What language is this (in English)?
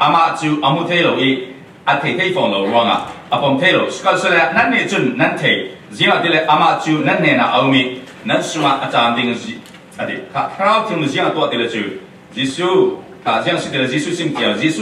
Falam Chin